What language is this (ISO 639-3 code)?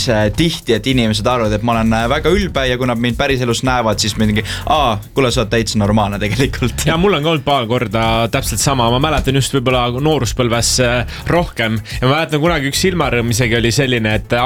est